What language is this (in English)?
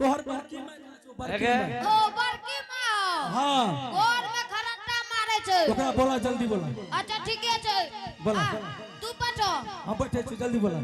Angika